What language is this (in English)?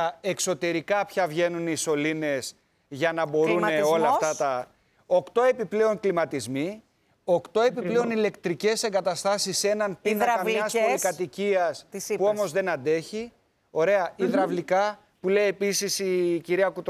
Greek